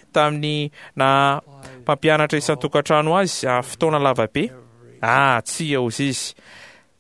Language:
Malagasy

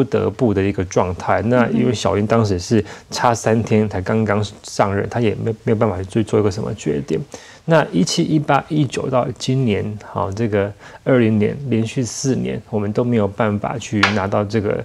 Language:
Chinese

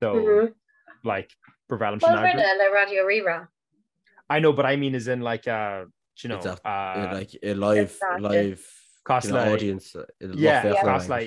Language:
Irish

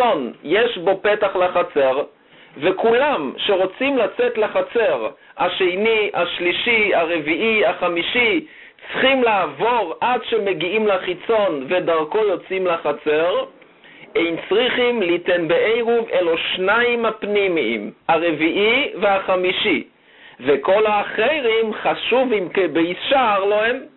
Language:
Hebrew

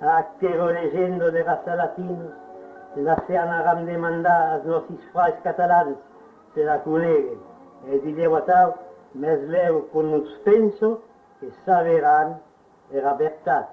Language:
Occitan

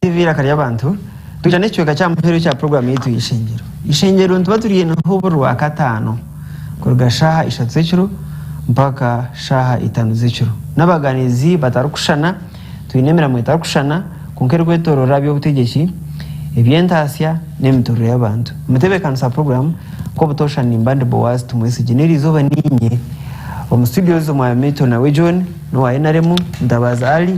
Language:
Nyankole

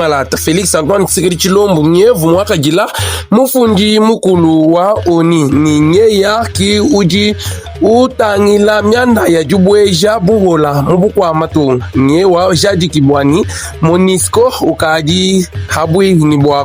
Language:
Luba-Lulua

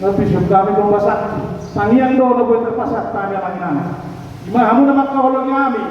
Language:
Batak Toba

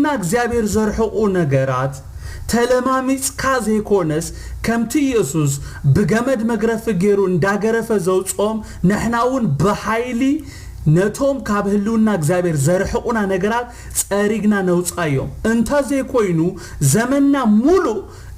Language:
Tigrinya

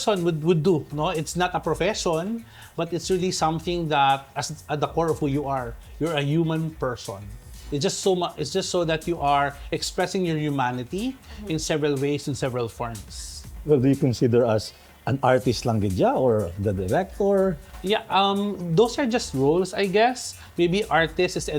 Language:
Hiligaynon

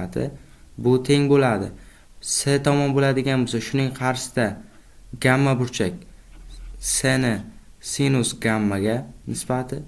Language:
Uzbek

